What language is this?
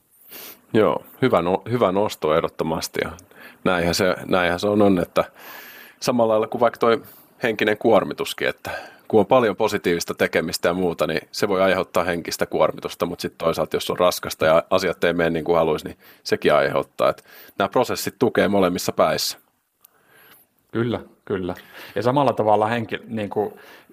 Finnish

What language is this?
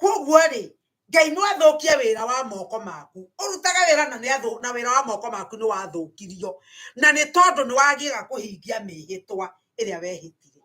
Kikuyu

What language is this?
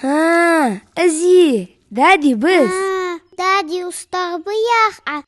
Ingush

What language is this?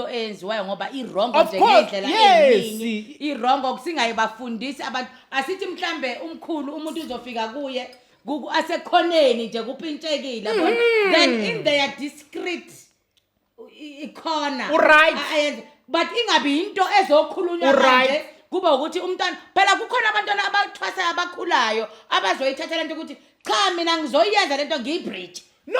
Zulu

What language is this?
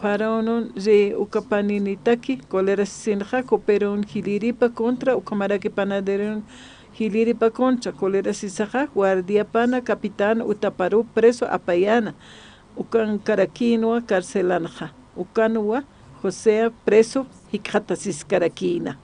Aymara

